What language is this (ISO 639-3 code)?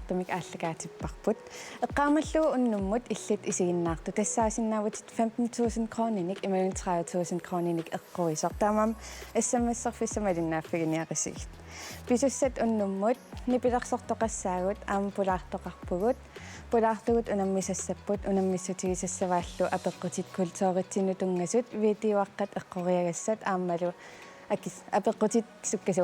kal